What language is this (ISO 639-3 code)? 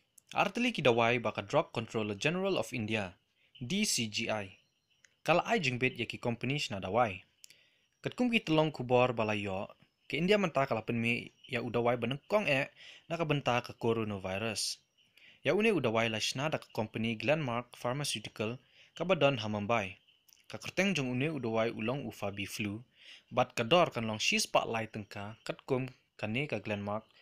kha